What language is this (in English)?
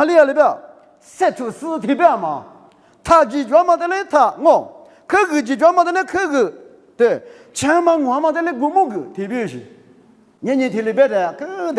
Lisu